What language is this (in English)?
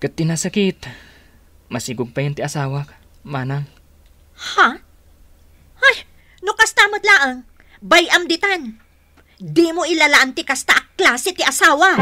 Iloko